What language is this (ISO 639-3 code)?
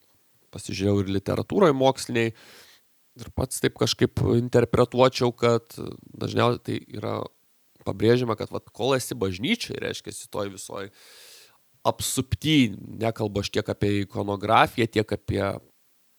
lit